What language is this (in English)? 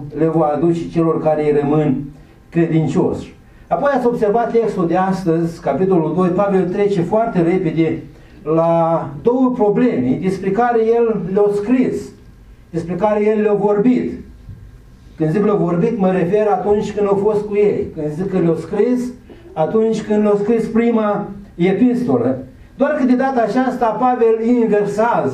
Romanian